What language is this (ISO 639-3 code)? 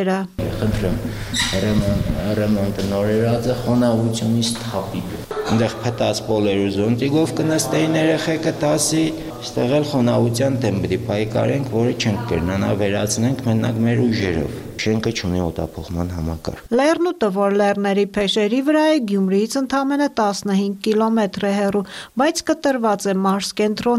hye